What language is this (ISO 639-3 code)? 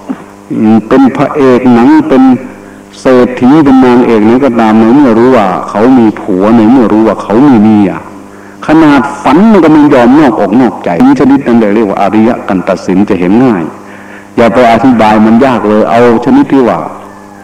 tha